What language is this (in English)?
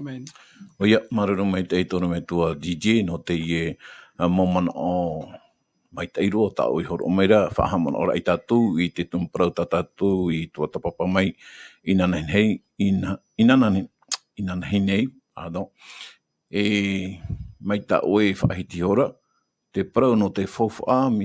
Tahitian